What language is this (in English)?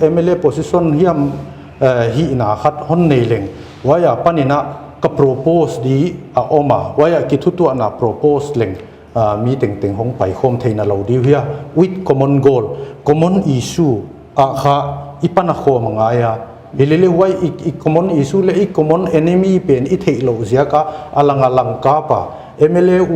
Paite Chin